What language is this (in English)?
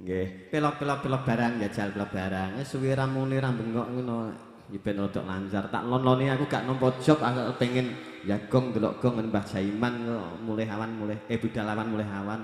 Javanese